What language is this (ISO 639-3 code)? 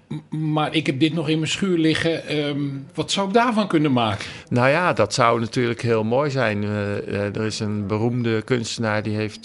nld